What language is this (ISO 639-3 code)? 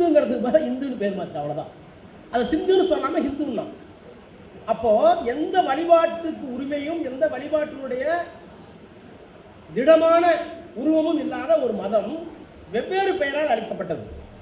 tam